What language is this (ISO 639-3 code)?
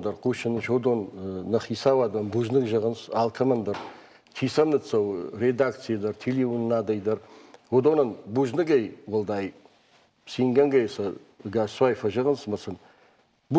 oss